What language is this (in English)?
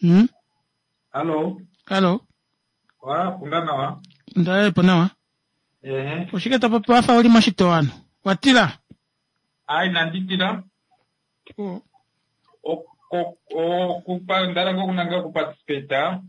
Kuanyama